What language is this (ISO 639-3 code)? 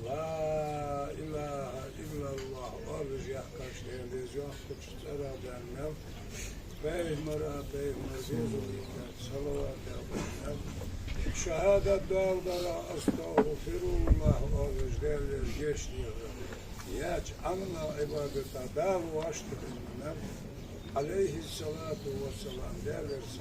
inh